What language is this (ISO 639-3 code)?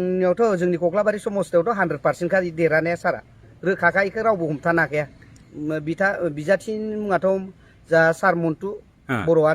brx